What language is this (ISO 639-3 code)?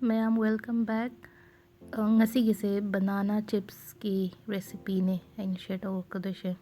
mni